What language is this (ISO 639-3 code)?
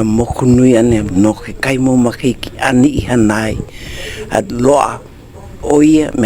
haw